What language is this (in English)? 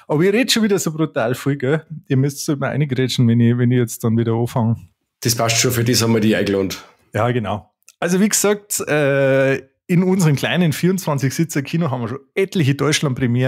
Bavarian